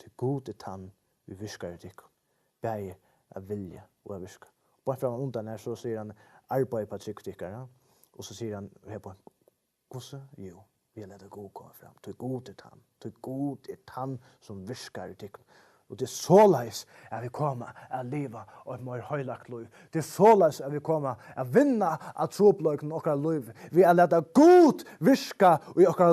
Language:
Faroese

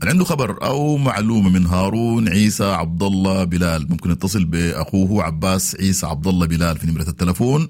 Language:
Sudanese Arabic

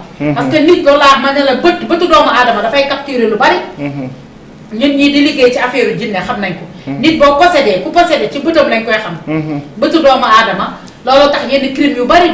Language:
Wolof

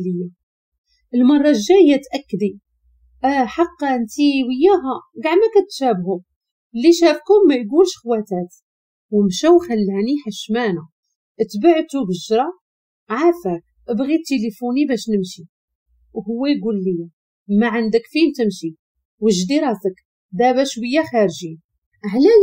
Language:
Moroccan Arabic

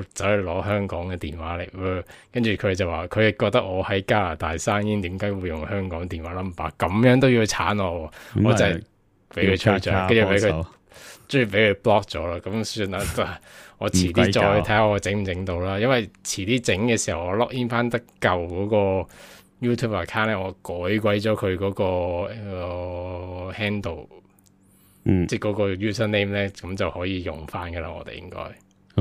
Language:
Cantonese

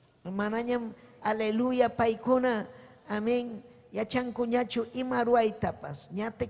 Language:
Ayacucho Quechua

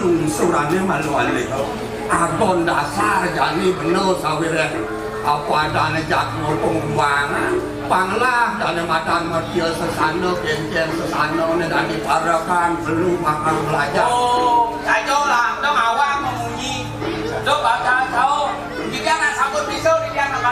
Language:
Balinese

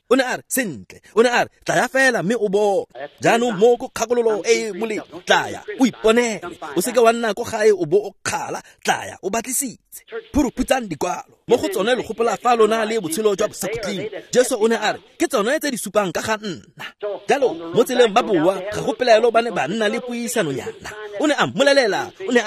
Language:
Tswana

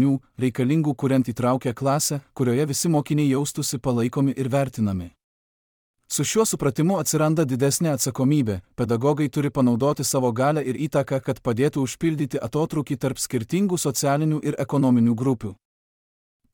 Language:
Lithuanian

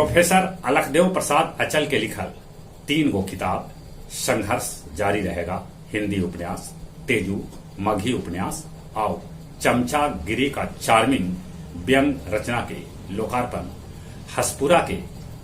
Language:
Magahi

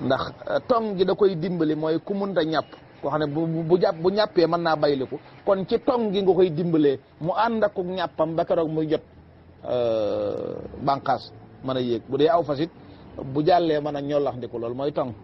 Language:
Wolof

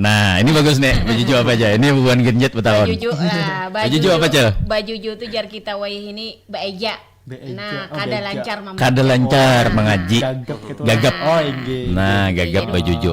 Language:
Banjar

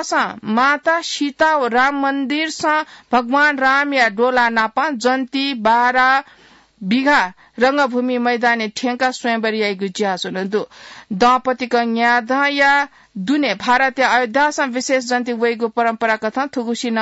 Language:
Newari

